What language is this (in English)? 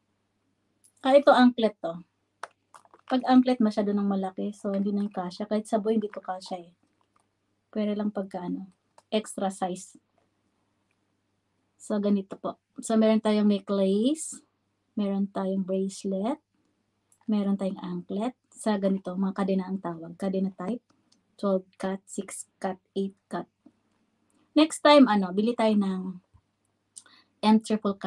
Filipino